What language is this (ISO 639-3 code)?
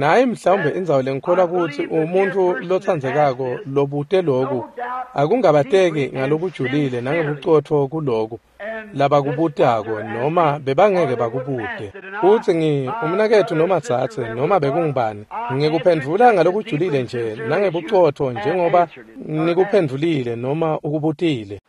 ssw